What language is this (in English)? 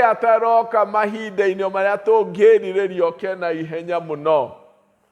Kikuyu